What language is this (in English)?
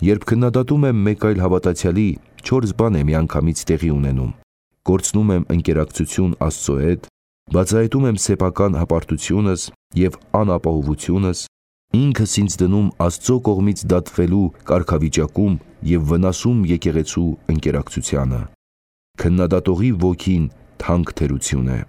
Armenian